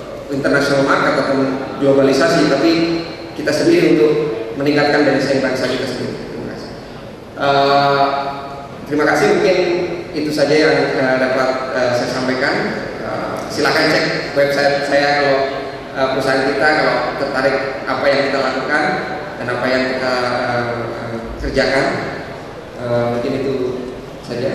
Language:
Indonesian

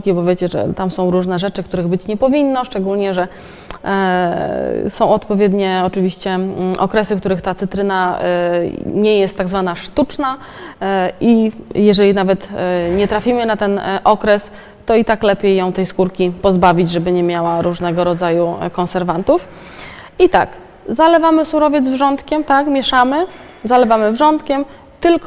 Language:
Polish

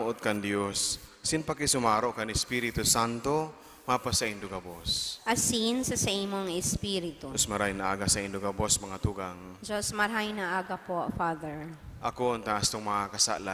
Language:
Bikol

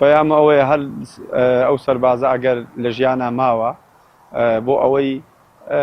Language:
Central Kurdish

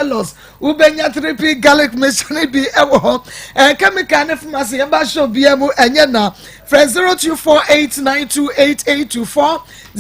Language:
Akan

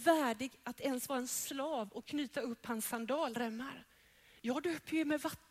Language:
Swedish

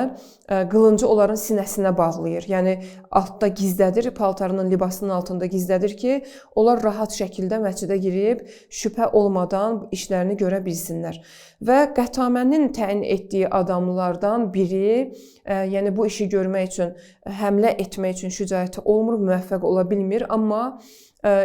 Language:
Azerbaijani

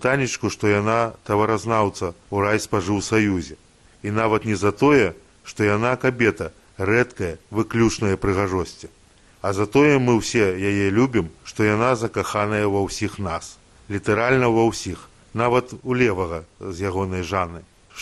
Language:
Belarusian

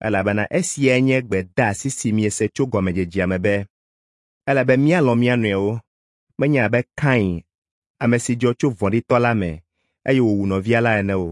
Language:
Ewe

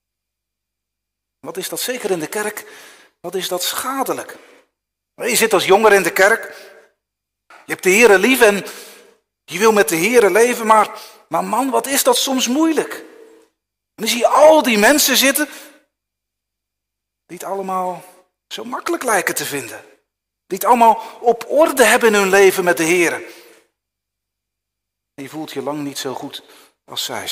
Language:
Dutch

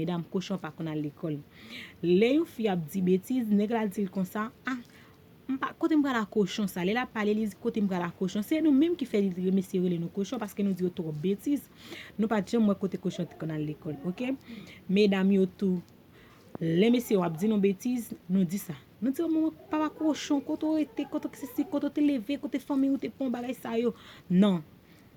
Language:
Haitian Creole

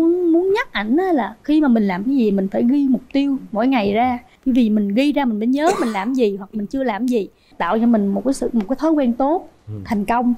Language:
Vietnamese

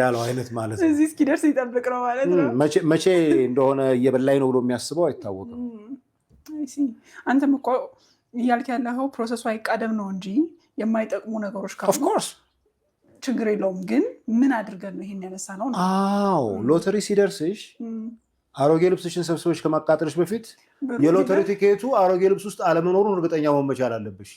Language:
Amharic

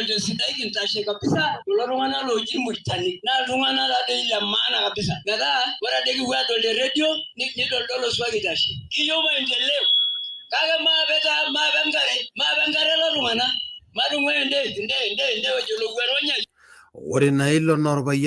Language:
Masai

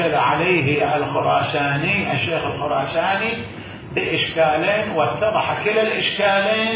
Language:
Mesopotamian Arabic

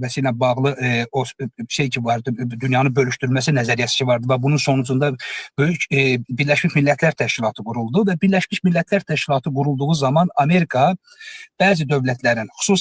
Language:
Azerbaijani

